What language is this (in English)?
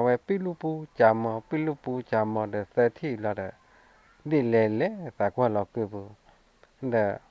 S'gaw Karen